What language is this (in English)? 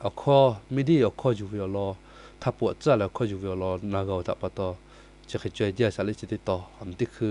Lahu